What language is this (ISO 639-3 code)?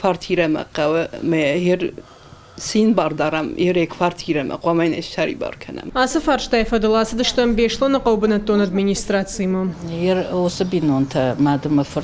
oss